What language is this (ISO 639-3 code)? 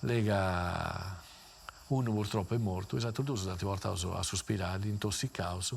srd